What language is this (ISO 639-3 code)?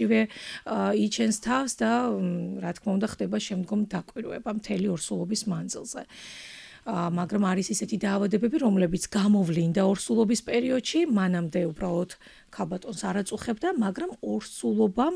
kat